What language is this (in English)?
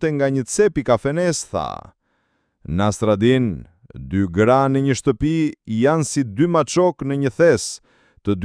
Albanian